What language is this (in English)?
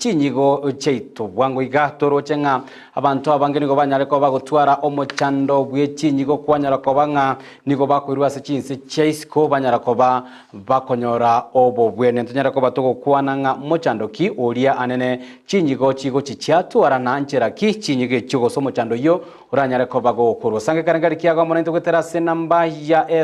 Gusii